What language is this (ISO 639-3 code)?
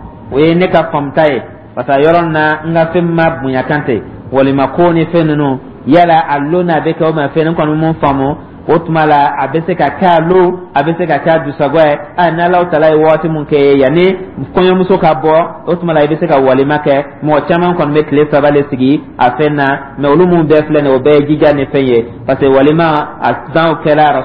dyu